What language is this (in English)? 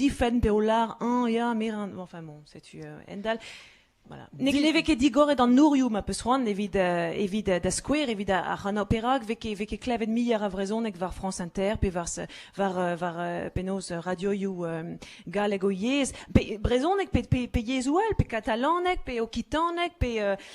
Breton